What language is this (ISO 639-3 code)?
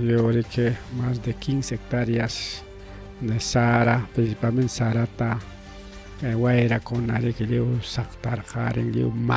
quy